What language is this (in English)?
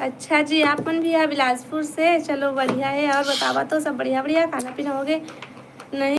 Chhattisgarhi